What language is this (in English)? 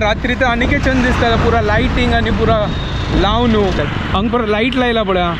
Konkani